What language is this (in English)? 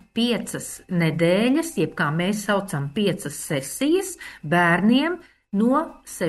Latvian